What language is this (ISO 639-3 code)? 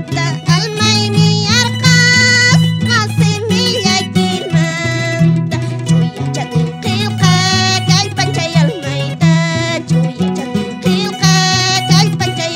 que